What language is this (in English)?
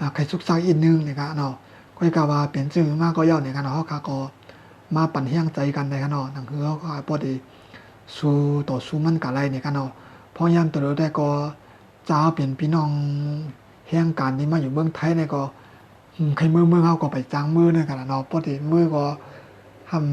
Shan